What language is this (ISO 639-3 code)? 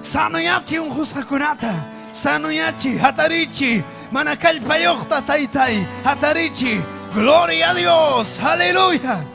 quy